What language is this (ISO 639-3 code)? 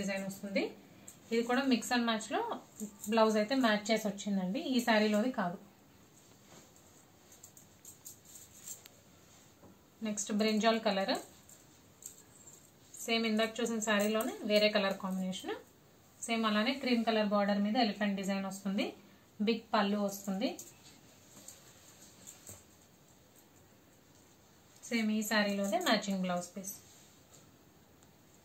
tel